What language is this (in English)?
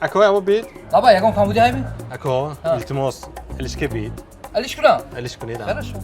Tajik